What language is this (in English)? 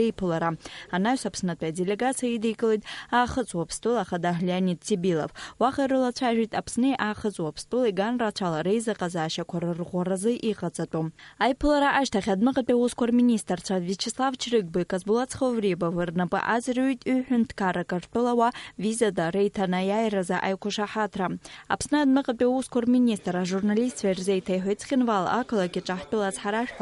Abkhazian